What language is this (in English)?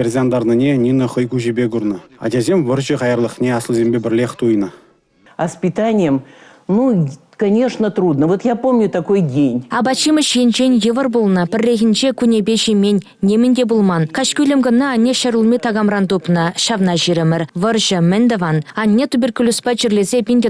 Chuvash